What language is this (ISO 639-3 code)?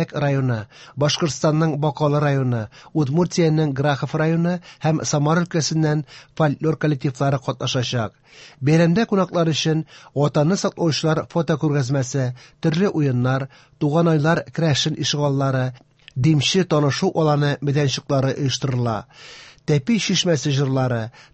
tat